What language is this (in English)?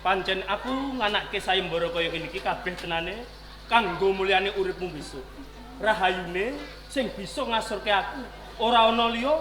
Javanese